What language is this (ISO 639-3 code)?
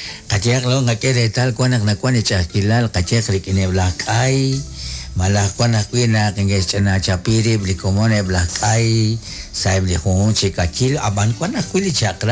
kek